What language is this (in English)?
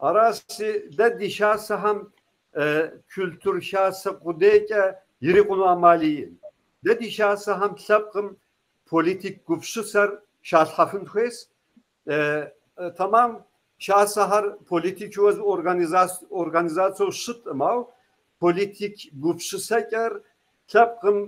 Kabardian